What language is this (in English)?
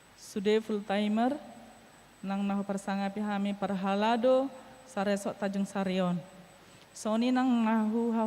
Batak Toba